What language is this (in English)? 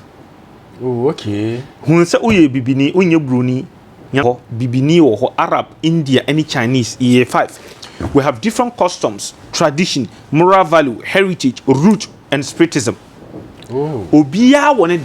Akan